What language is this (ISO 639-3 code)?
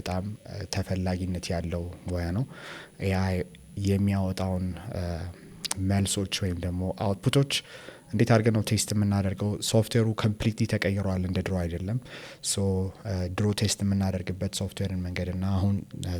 amh